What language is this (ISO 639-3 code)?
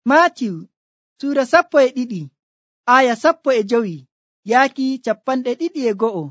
fuv